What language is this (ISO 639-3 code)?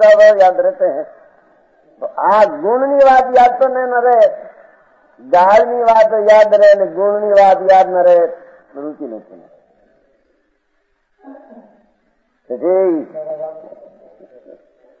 guj